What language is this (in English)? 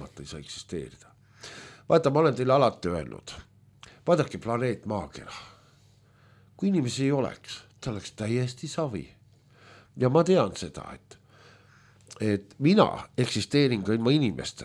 Estonian